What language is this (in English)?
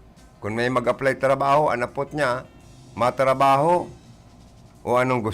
Bikol